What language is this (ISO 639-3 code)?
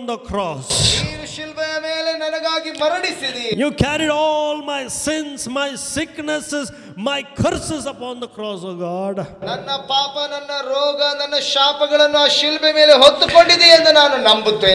kan